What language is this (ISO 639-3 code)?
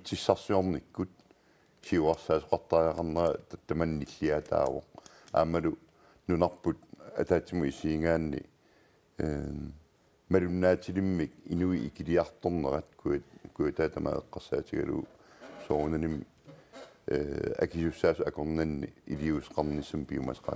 kal